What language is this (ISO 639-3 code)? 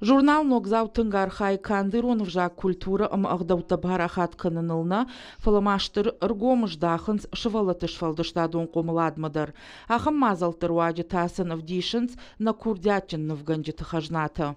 oss